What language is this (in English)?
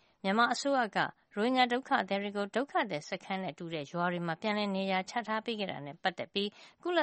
Burmese